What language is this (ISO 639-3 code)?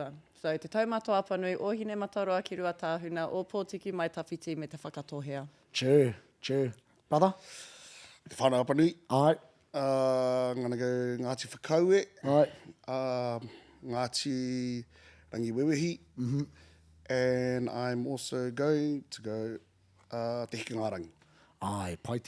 mri